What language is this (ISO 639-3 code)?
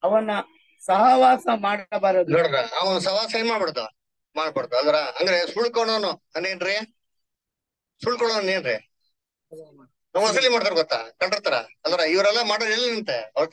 kan